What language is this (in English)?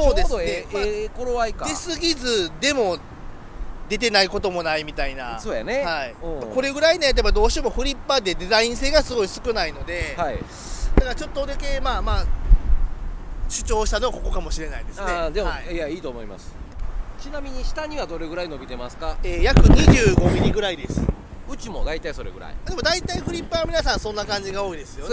Japanese